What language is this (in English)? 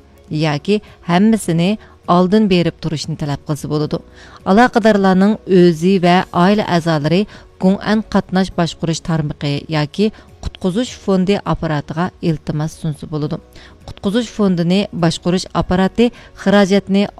Uyghur